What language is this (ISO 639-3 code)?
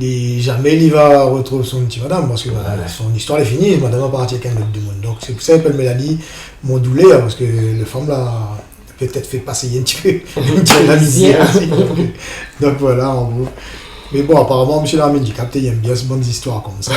rcf